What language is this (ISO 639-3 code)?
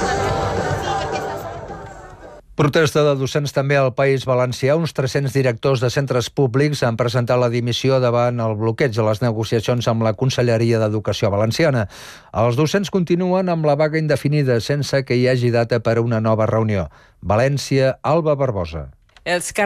cat